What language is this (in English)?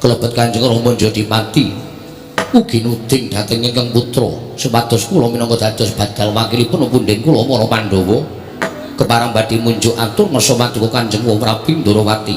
Javanese